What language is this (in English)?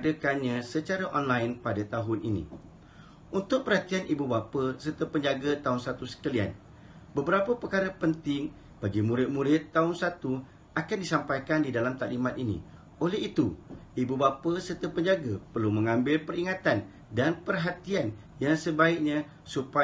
Malay